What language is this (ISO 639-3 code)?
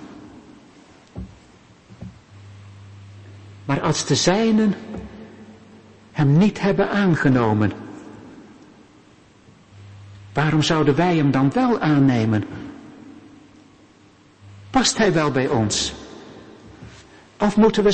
nld